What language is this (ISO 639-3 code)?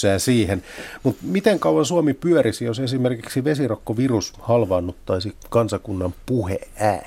fin